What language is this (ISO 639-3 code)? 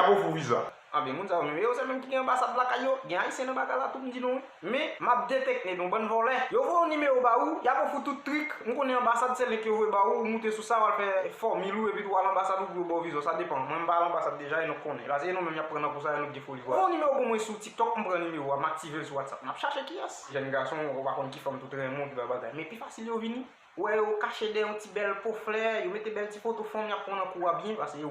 hat